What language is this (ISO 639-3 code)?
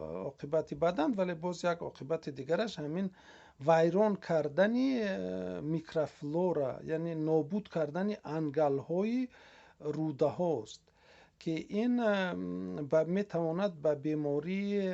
tgk